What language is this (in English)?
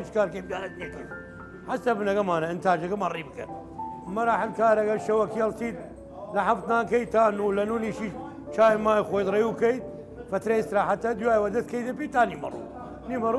Southern Kurdish